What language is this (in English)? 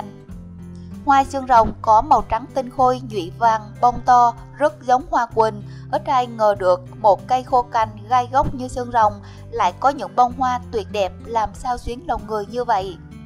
Vietnamese